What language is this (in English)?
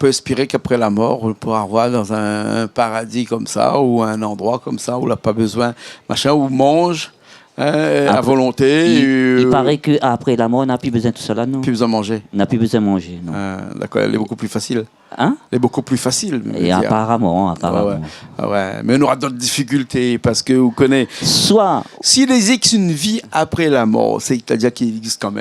Réunion Creole French